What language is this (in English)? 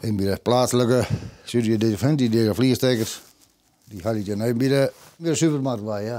Western Frisian